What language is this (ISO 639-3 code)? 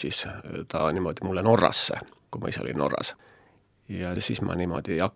est